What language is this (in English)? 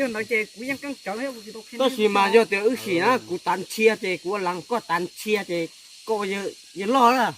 Hmong